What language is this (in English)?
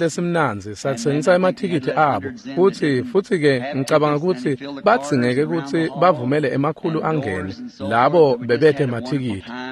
Swati